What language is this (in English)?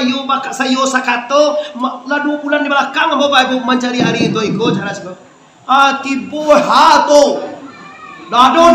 Minangkabau